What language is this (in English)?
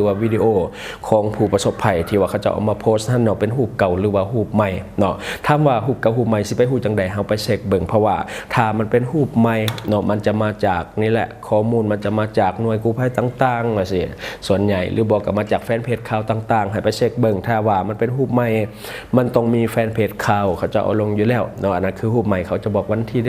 Lao